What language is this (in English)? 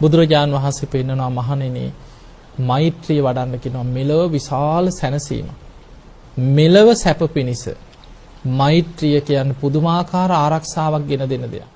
Sinhala